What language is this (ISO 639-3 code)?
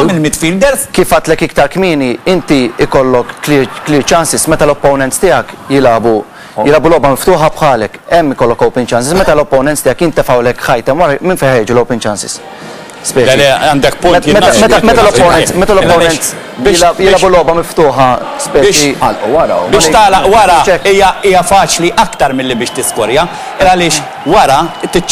mlt